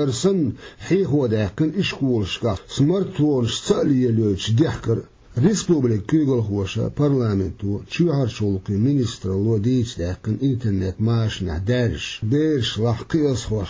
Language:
Chechen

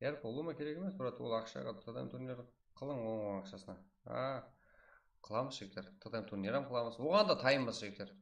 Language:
Kara-Kalpak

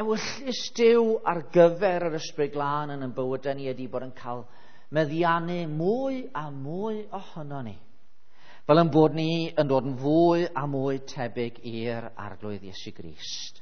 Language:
Welsh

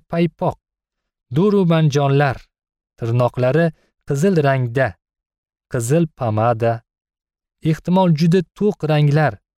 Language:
Uzbek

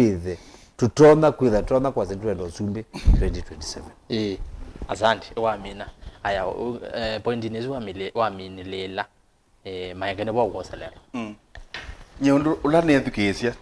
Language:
Kamba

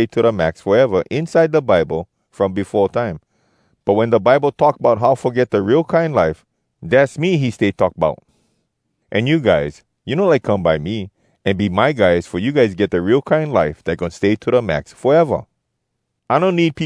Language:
Hawai'i Creole English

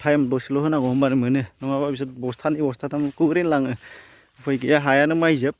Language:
Bodo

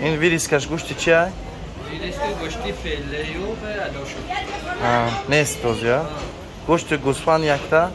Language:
Tajik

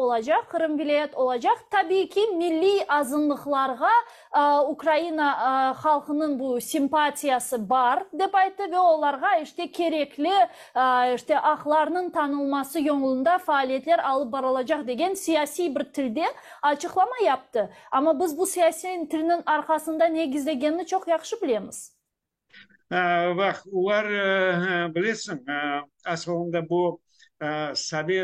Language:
Crimean Tatar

